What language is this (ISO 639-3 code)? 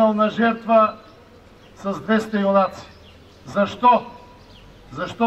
bul